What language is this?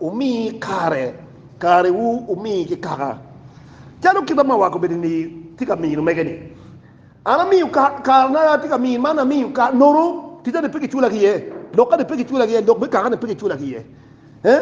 Acoli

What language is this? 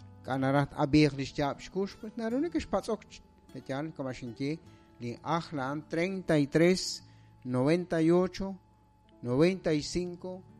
Kekchí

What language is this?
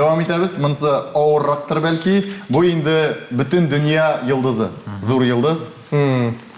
Tatar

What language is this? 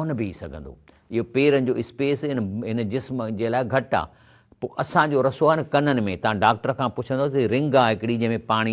Sindhi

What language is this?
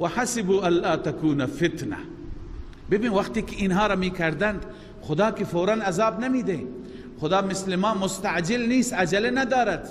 Persian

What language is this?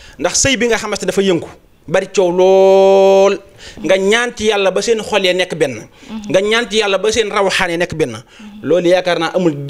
Wolof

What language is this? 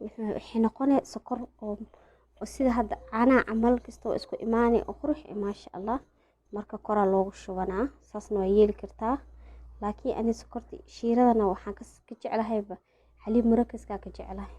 Somali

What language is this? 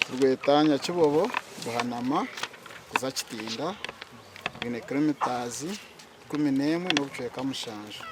Nyankole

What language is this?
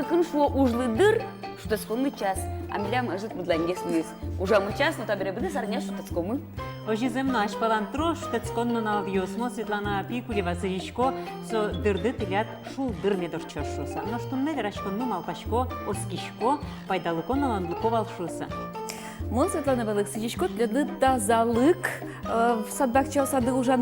Udmurt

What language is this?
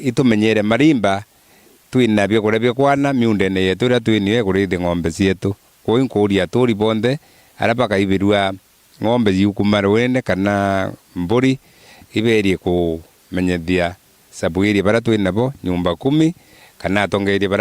Meru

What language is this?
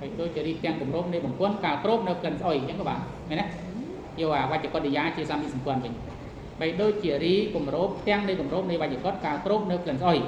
Khmer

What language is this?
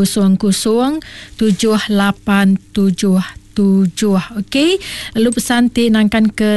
Iban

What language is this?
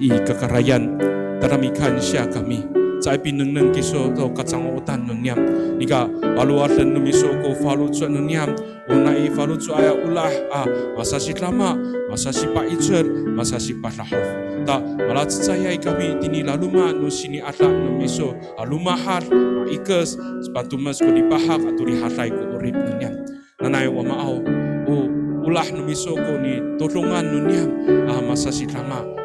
Amis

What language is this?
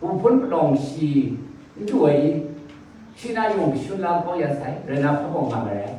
Kachin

